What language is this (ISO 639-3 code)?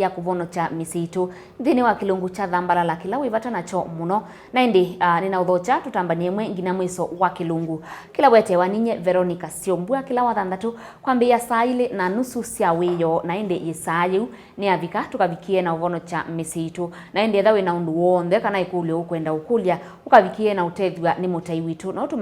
kam